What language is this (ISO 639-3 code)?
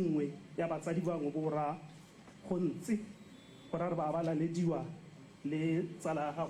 tsn